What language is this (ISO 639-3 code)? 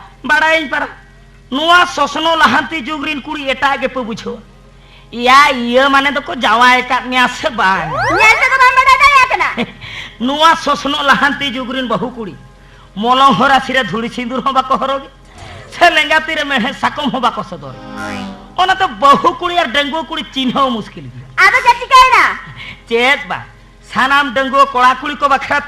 sat